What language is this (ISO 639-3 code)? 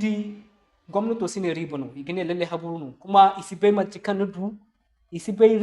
dje